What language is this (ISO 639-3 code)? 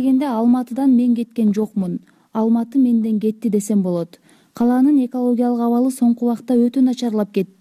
kir